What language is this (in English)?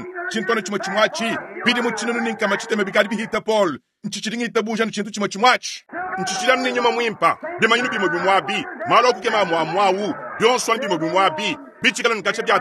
Luba-Lulua